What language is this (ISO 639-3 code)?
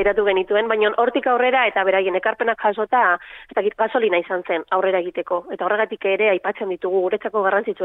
eus